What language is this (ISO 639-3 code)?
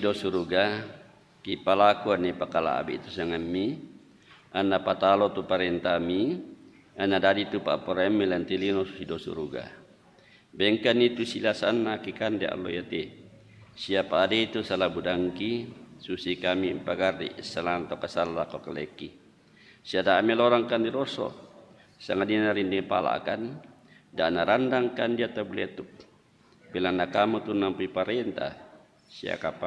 sda